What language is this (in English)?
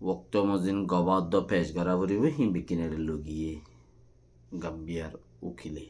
Rohingya